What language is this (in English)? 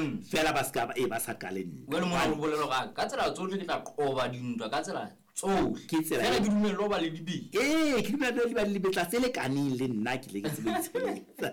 Southern Sotho